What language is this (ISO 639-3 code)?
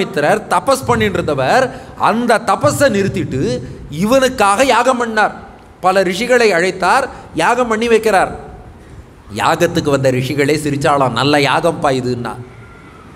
tam